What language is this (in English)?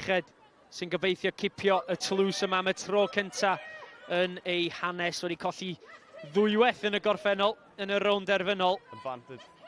Welsh